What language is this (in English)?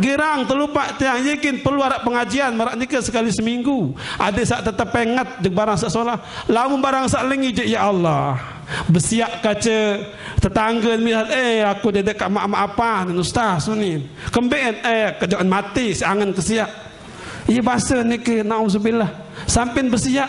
Sasak